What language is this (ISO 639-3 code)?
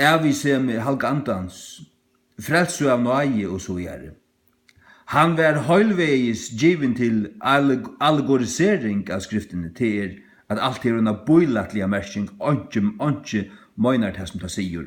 fao